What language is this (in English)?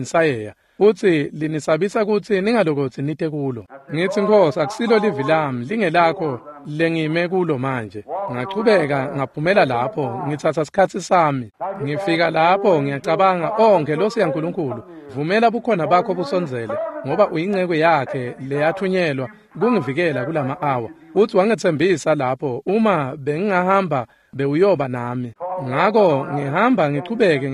Swati